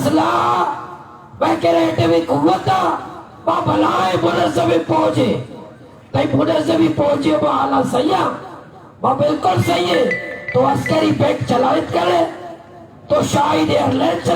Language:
Baluchi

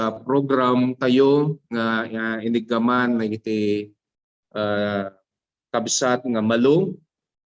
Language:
Iloko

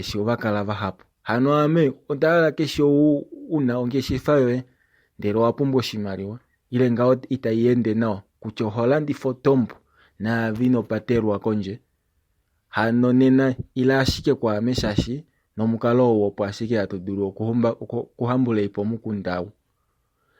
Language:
Kuanyama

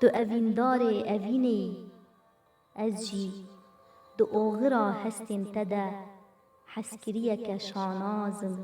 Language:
Kurdish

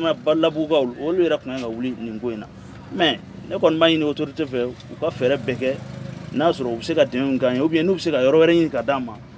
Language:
Bambara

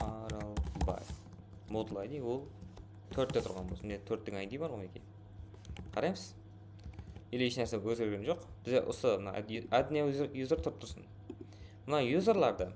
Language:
Kara-Kalpak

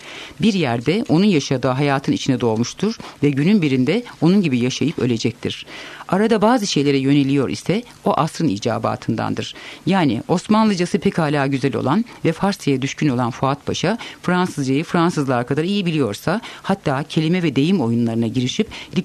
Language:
Turkish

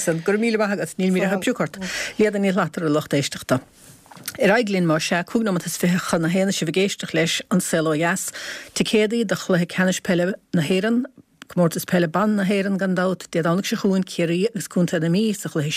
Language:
Irish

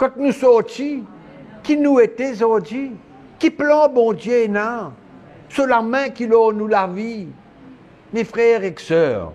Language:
Morisyen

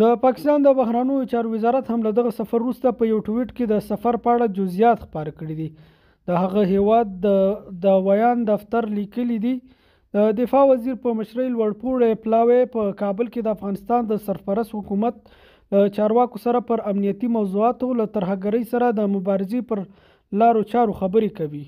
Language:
Pashto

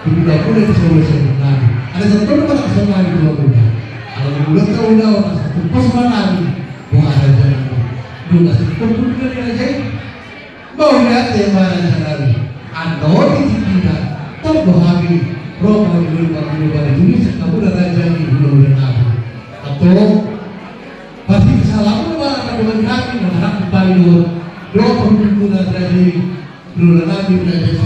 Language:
Batak Toba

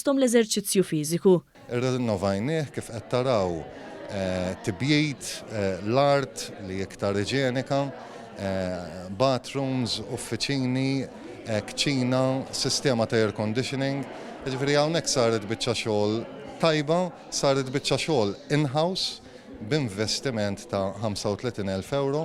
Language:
Maltese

